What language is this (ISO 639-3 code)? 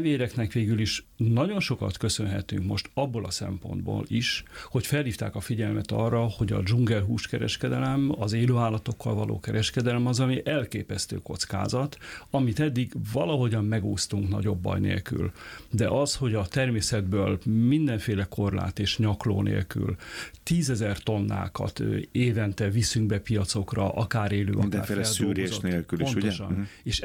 hun